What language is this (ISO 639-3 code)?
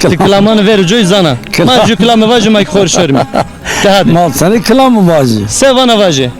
zza